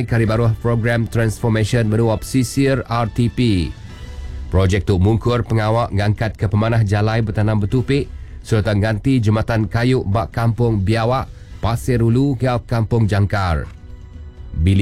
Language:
Iban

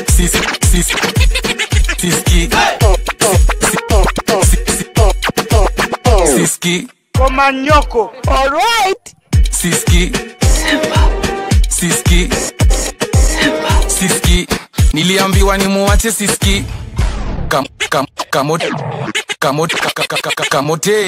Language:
Swahili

